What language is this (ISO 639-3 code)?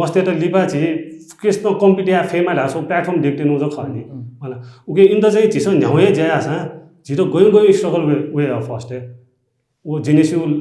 new